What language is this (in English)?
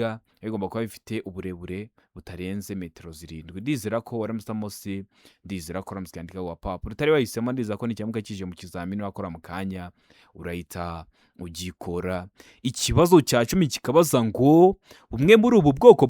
Kinyarwanda